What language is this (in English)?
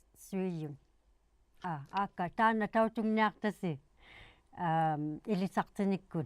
Inuktitut